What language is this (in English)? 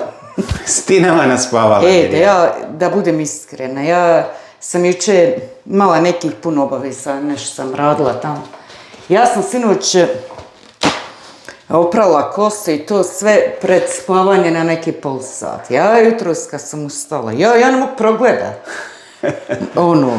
Croatian